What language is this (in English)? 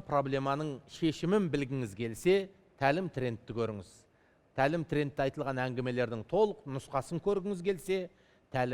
Kazakh